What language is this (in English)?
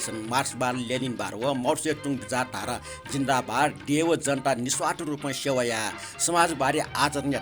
Newari